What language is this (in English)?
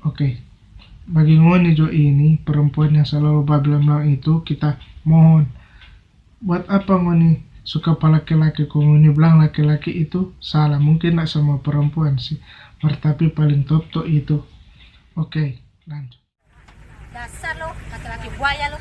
Manado Malay